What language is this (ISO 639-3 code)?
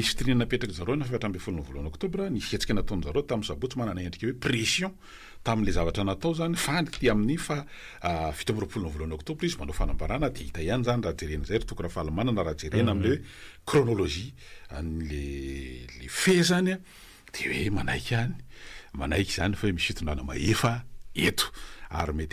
mlg